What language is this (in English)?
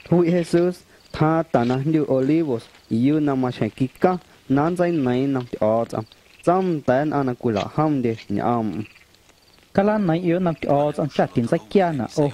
Guerrero Amuzgo